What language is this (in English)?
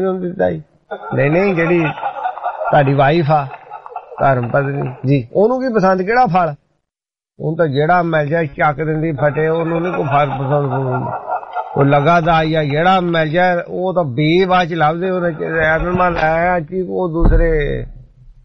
Punjabi